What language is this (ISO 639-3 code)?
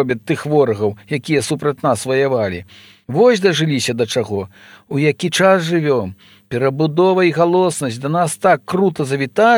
bel